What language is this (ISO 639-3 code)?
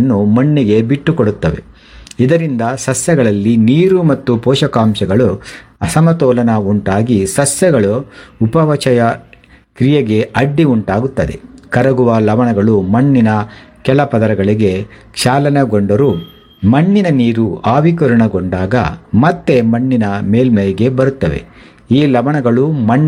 kan